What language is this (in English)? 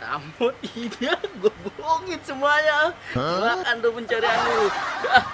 Betawi